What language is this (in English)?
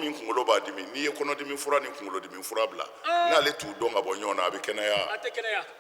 Bambara